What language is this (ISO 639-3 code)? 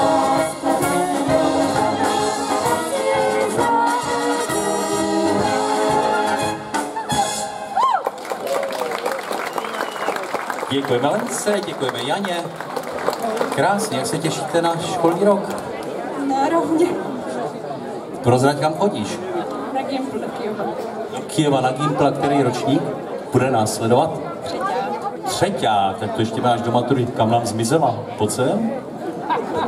ces